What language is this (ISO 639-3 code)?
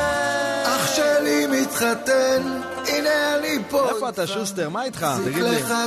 heb